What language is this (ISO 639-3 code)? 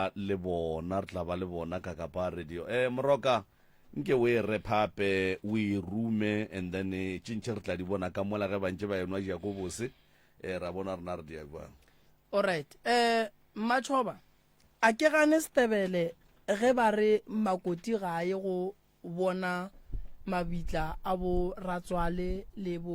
nso